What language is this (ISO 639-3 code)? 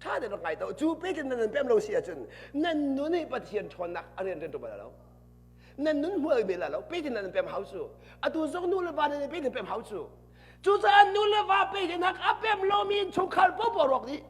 cnh